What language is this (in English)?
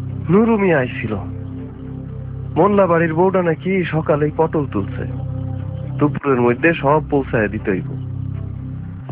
Bangla